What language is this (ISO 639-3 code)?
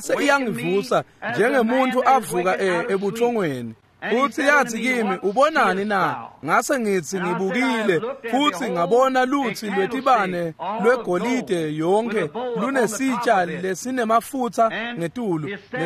ssw